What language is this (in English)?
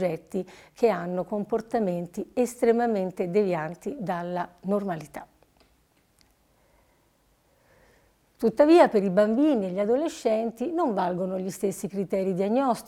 Italian